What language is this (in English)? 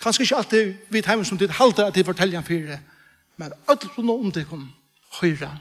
Faroese